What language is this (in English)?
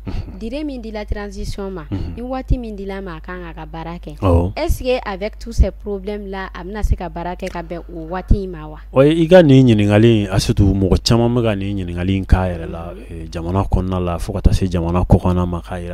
Bambara